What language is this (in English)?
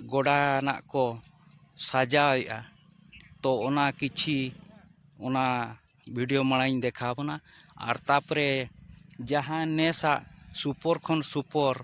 Santali